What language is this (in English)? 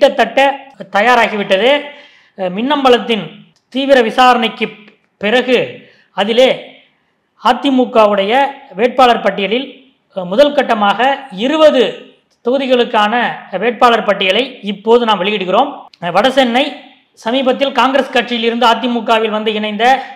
Tamil